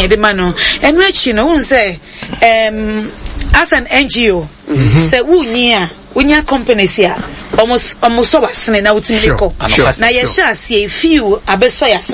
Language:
Akan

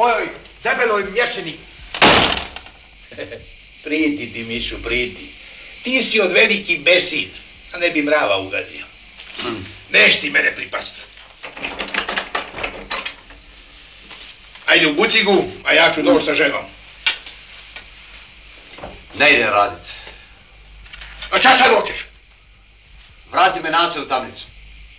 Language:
Croatian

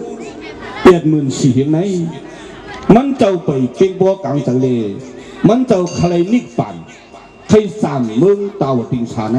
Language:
Shan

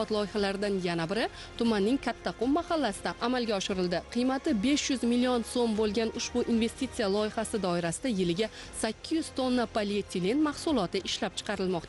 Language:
Uzbek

